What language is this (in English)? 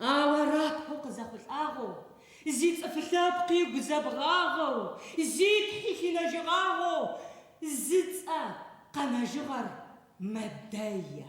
Adyghe